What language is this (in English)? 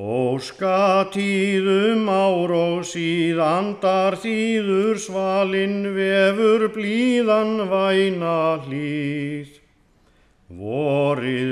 Icelandic